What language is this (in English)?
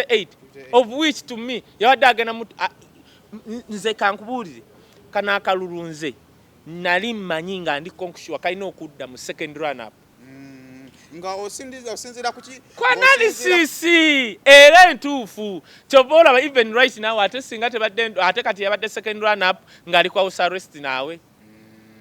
Ganda